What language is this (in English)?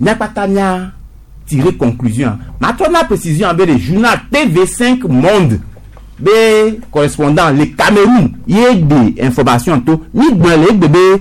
Gen